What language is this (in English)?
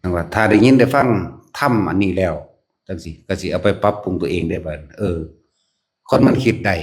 Northeastern Thai